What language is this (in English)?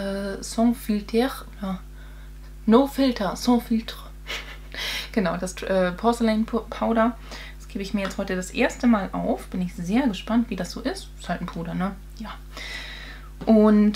German